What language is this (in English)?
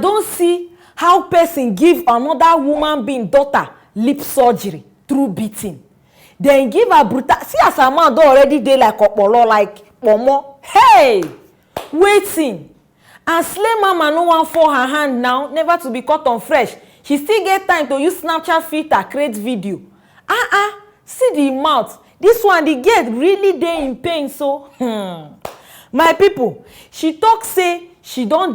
Nigerian Pidgin